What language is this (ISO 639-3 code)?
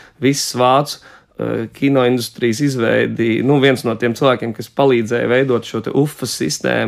lav